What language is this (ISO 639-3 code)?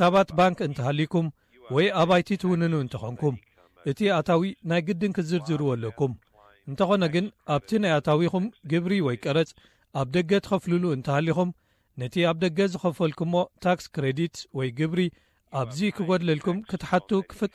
tir